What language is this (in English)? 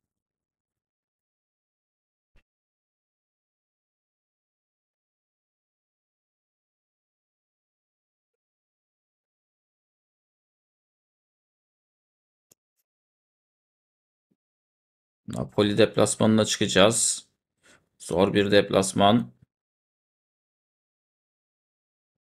Turkish